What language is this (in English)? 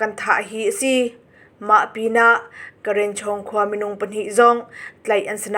Hakha Chin